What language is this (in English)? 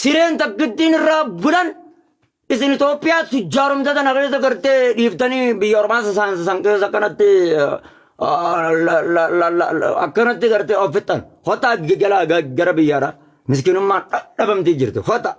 Oromo